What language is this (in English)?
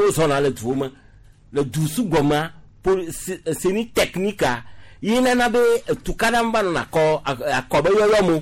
Gen